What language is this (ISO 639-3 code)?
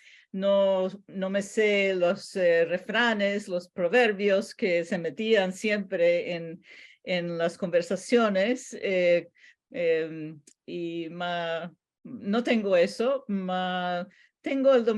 lad